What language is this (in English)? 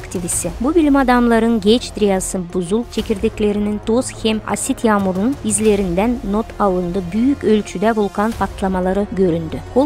Gagauz